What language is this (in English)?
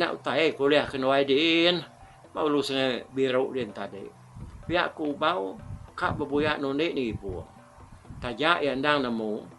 Iban